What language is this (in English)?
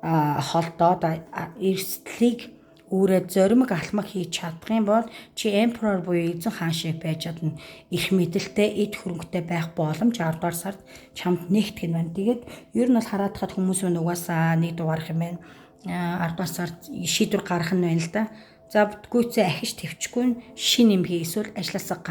Mongolian